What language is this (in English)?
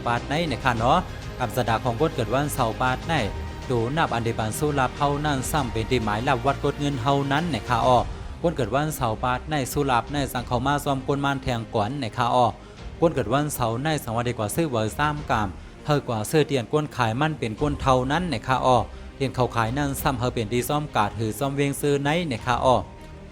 Shan